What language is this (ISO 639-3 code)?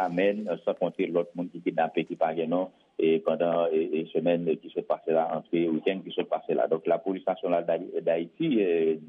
hat